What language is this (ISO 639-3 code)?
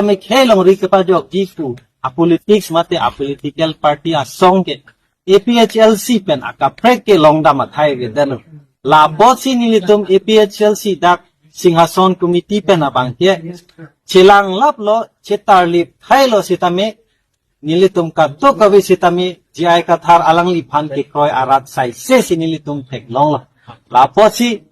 mjw